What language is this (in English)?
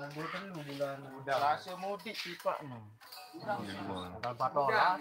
Sasak